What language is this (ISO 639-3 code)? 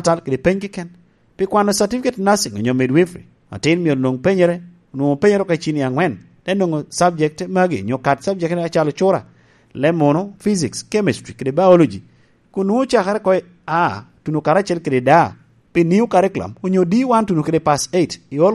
laj